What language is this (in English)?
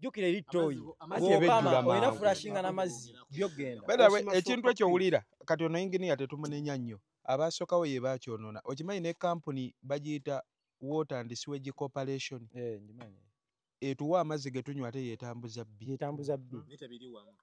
Ganda